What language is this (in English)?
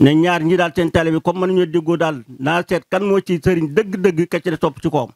Wolof